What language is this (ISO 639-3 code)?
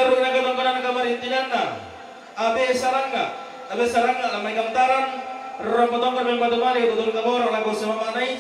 sda